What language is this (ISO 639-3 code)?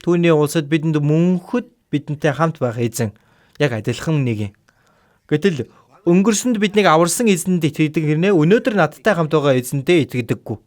mon